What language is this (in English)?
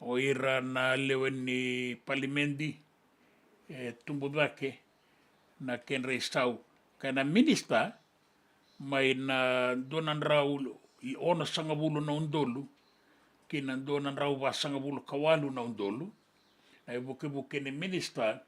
Fijian